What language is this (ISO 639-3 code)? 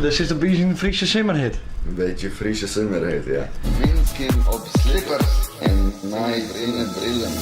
fry